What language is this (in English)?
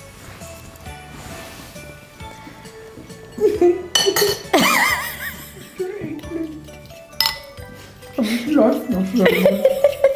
German